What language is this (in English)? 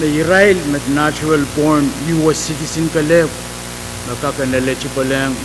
Pohnpeian